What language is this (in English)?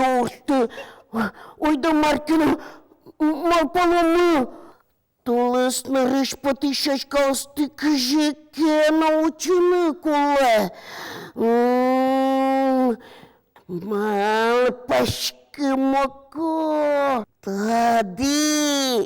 Udmurt